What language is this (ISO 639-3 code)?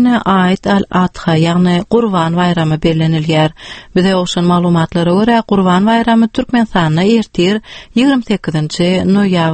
tuk